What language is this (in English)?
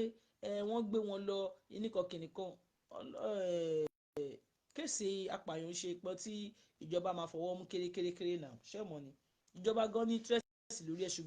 Yoruba